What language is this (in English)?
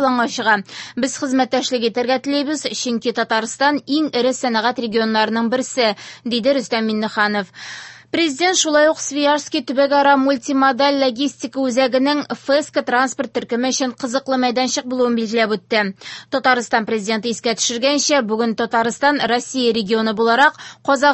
Tatar